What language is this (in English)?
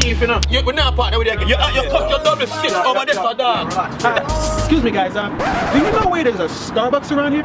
Jamaican Creole English